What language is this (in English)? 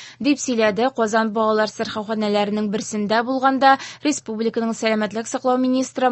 Tatar